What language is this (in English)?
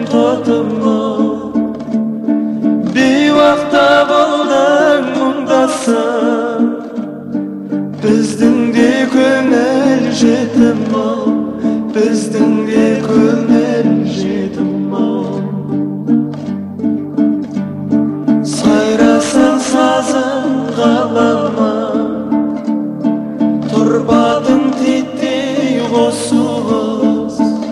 Kazakh